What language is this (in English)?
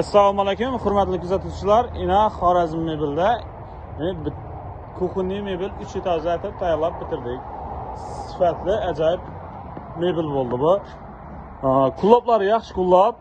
Uzbek